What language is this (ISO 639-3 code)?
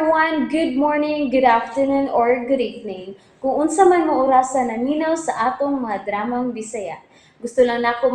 ceb